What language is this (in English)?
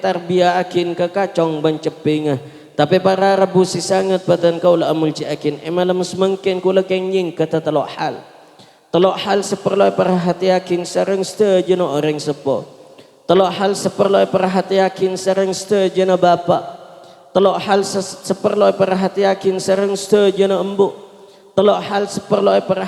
Madurese